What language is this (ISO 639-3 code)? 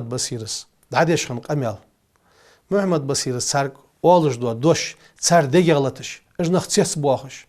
inh